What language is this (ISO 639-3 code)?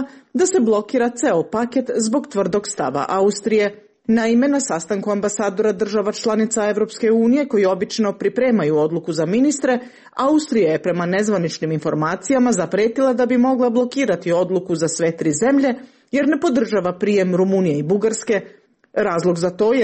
srp